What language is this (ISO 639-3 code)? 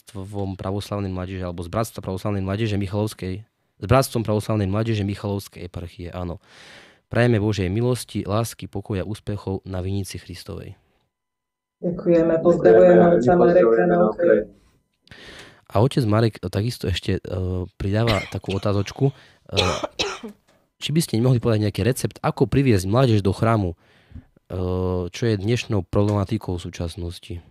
slk